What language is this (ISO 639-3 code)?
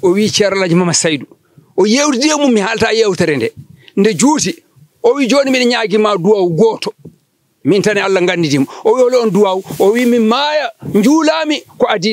ful